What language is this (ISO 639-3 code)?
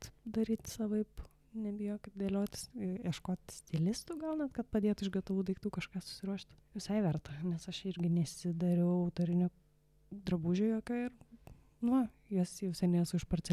lit